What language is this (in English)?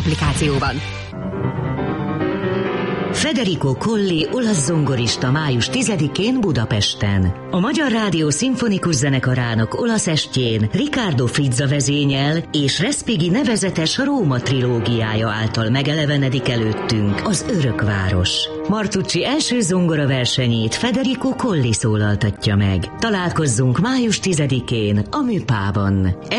Hungarian